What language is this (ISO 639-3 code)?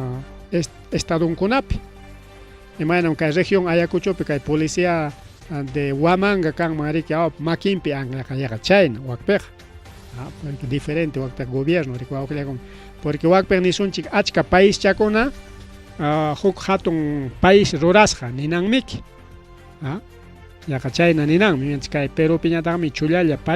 quy